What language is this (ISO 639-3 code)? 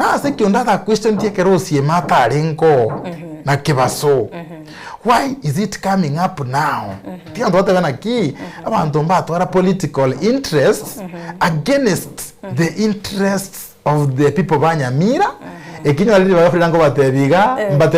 guz